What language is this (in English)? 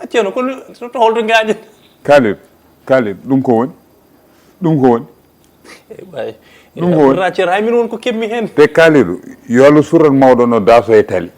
Fula